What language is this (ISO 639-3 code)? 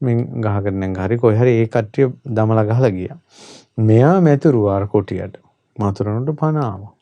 sin